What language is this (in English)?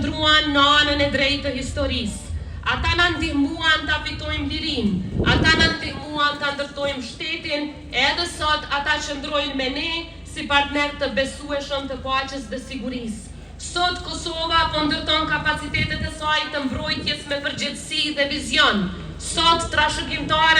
Albanian